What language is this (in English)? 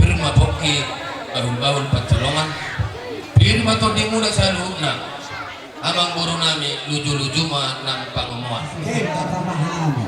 Batak Toba